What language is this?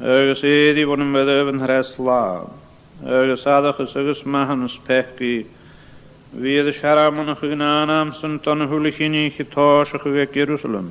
Scottish Gaelic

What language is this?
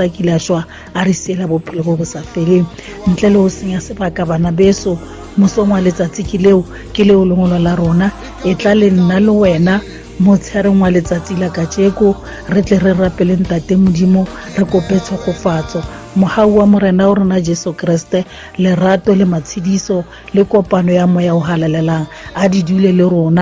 Tswana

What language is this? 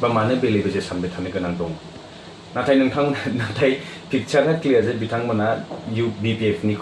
Bodo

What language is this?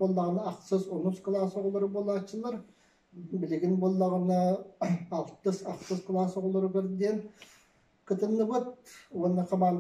Yakut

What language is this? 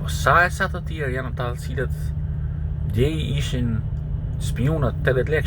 Albanian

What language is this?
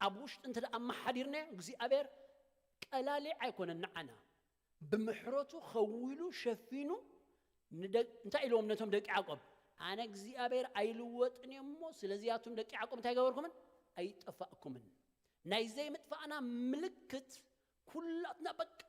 Tigrinya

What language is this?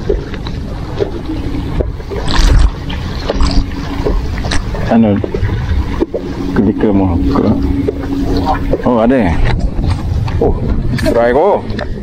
Malay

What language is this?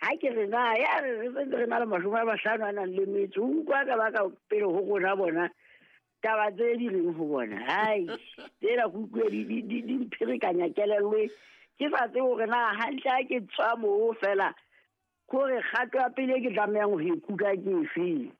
Southern Sotho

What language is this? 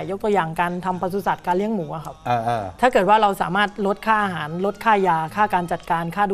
Thai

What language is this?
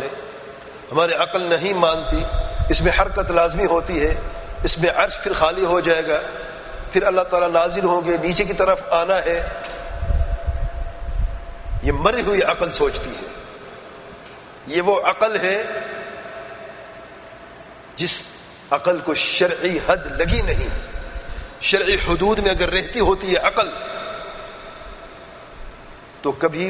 Urdu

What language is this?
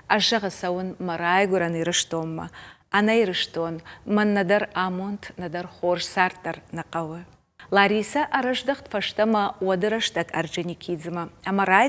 Ossetic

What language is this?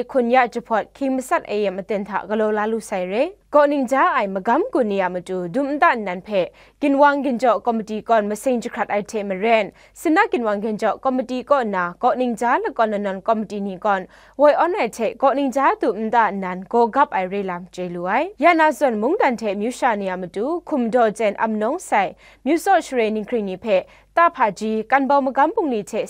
Kachin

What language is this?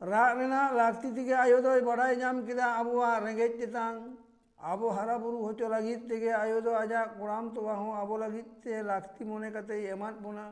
Santali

